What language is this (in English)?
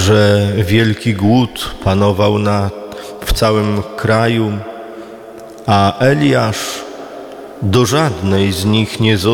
Polish